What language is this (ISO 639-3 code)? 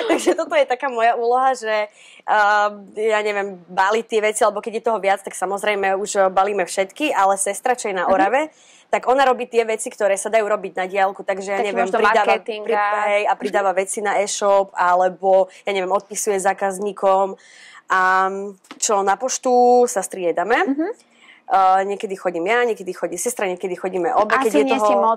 slk